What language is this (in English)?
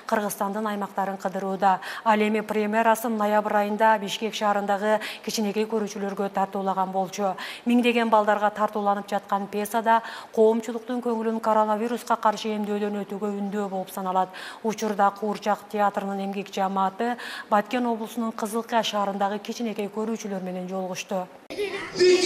Kyrgyz